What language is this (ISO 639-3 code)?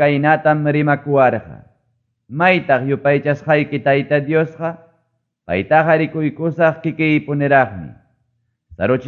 quy